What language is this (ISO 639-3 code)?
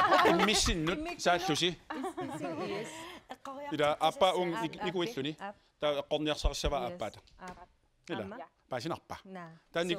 kal